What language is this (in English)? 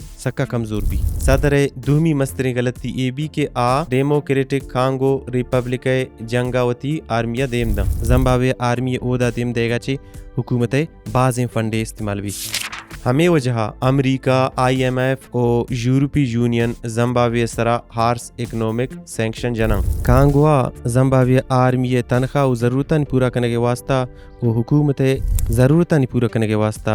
Baluchi